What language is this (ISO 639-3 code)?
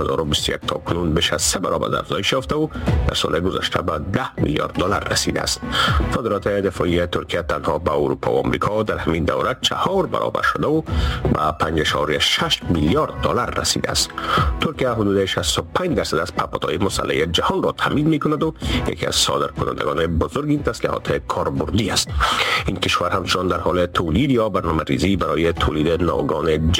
fas